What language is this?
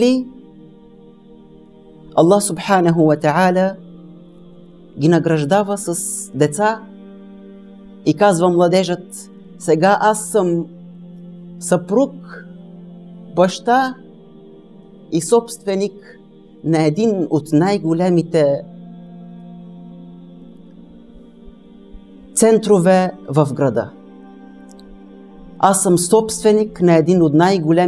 Bulgarian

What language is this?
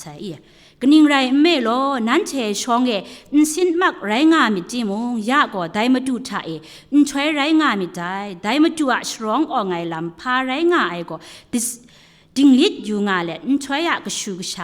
Kachin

